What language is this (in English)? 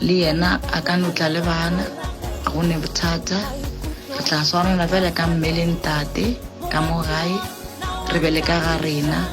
Northern Sotho